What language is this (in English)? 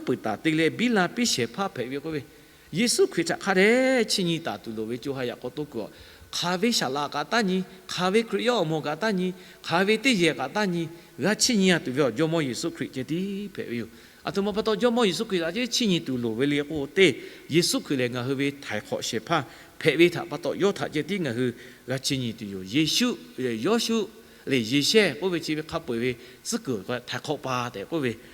Lahu